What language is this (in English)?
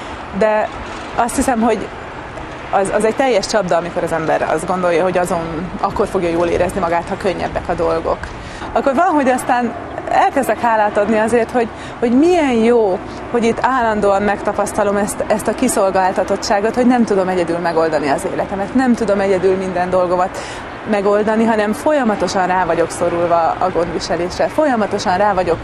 Hungarian